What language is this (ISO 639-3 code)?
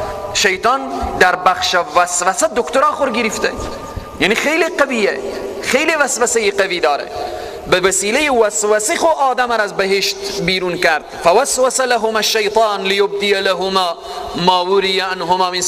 fas